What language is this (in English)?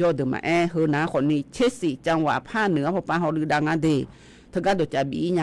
Akha